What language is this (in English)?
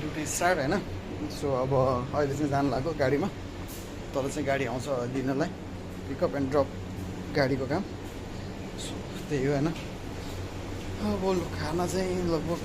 Nepali